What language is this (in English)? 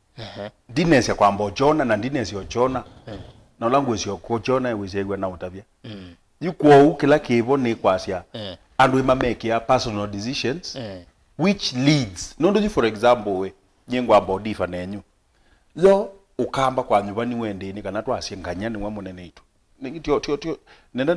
Kamba